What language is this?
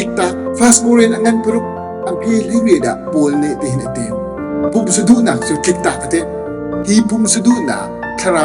Hakha Chin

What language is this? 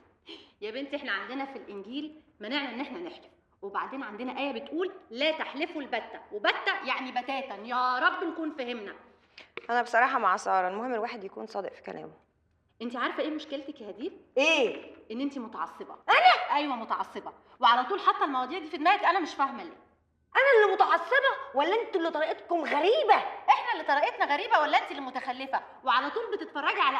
Egyptian Arabic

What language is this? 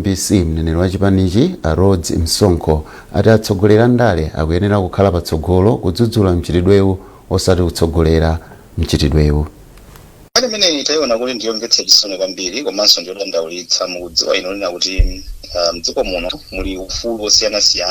Nyanja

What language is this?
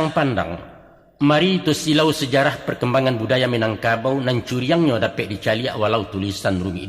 Minangkabau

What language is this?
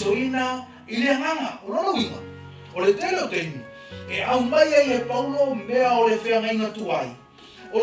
Samoan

